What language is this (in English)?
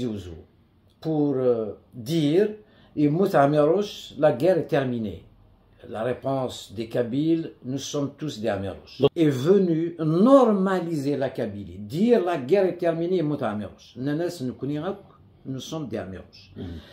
Kabyle